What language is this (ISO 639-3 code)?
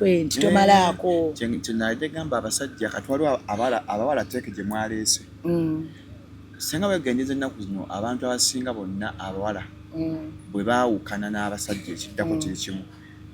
lug